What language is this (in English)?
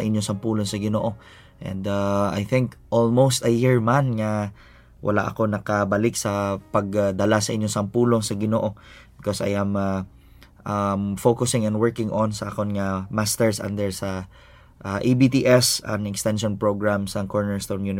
Hiligaynon